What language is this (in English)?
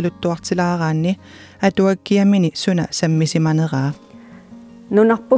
Kalaallisut